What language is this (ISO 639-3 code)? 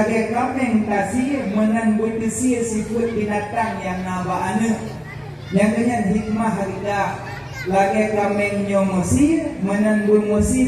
ace